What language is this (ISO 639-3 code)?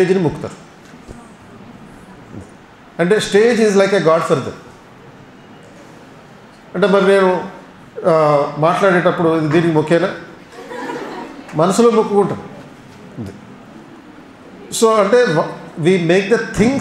tel